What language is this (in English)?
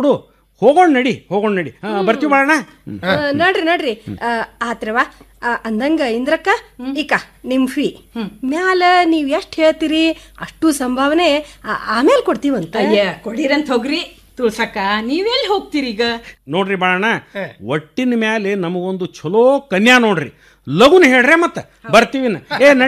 Kannada